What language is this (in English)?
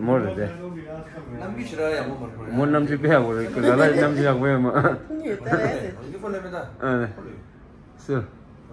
Tibetan